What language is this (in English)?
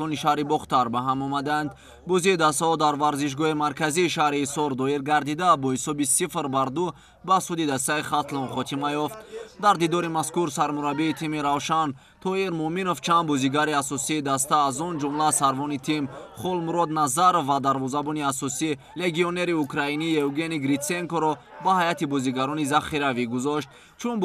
Tajik